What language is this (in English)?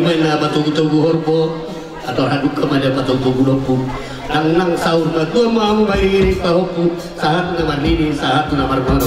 Batak Toba